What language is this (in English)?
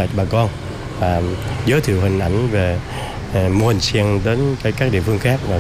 Vietnamese